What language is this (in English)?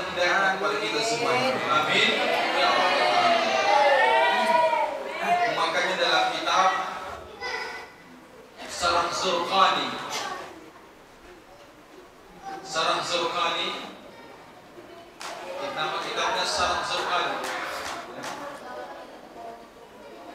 Indonesian